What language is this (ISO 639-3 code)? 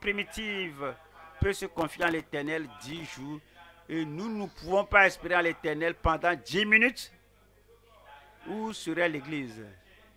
fra